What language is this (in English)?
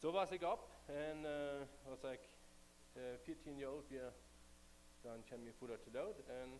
Plautdietsch